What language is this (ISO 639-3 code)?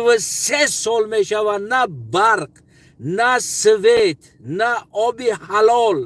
tgk